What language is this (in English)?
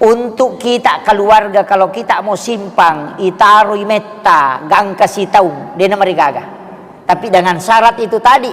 Buginese